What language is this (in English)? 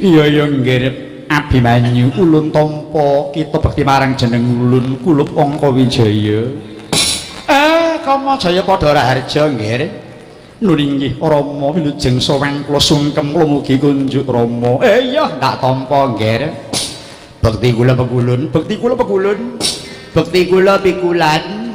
Javanese